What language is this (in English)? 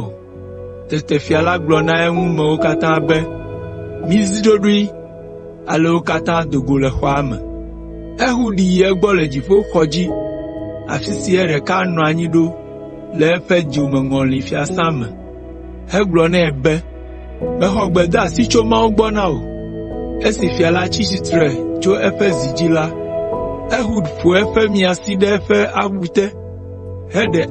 Ewe